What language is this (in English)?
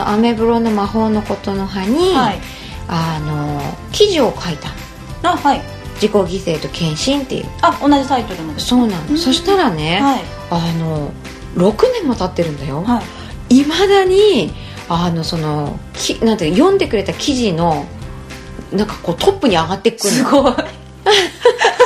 Japanese